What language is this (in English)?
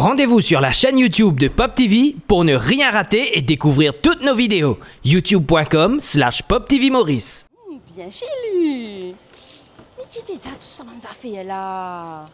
Morisyen